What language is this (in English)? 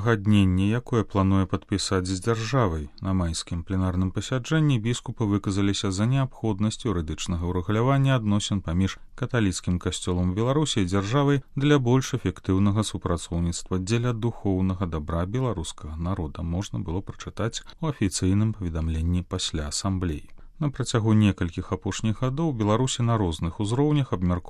Belarusian